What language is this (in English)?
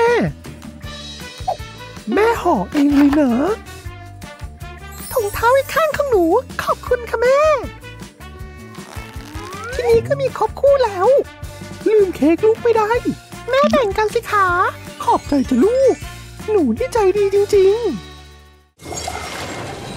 Thai